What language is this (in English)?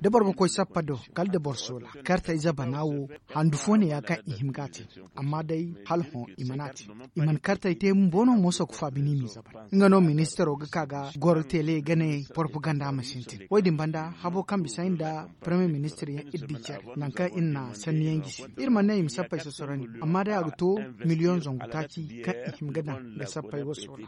Zarma